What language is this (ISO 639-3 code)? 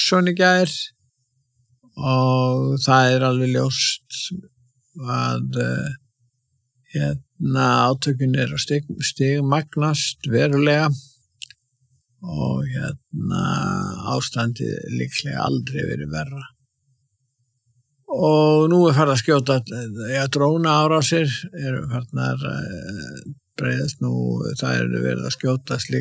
isl